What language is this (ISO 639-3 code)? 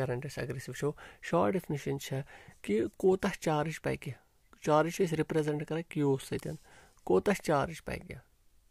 kas